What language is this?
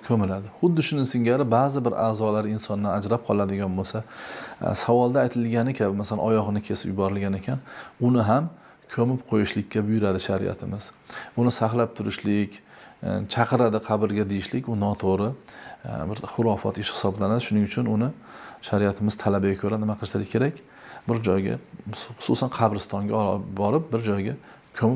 Uzbek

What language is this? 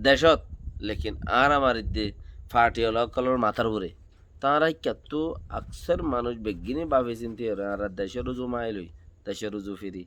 Rohingya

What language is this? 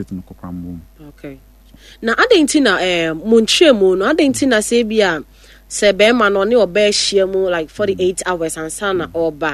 Akan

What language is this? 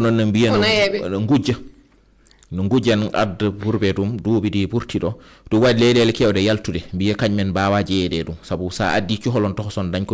Fula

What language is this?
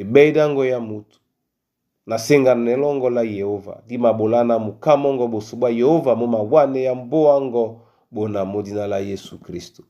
Duala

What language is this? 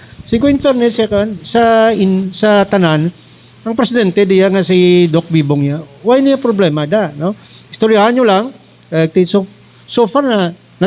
Hiligaynon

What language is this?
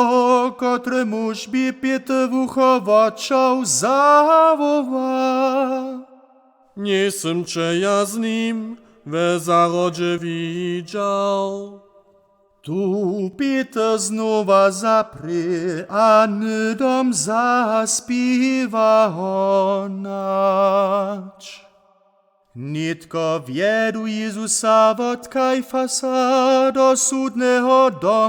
Upper Sorbian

